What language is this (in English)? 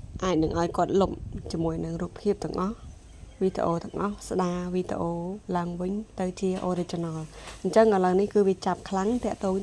Khmer